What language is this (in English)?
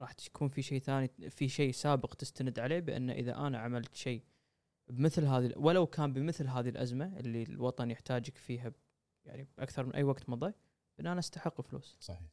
Gulf Arabic